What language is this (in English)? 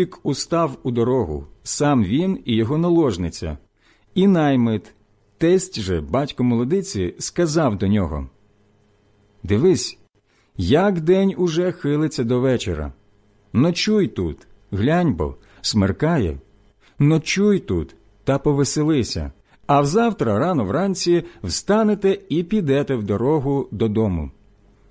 Ukrainian